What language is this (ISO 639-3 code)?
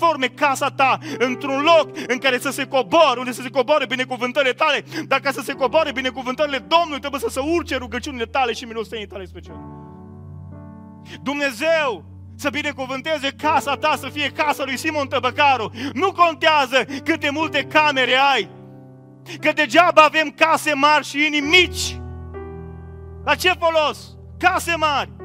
ron